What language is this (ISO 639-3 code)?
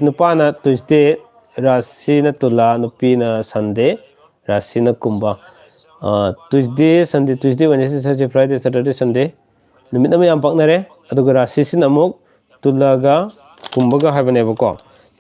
mni